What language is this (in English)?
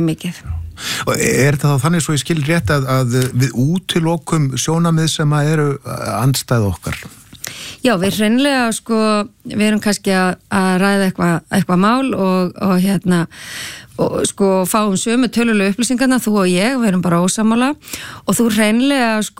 Icelandic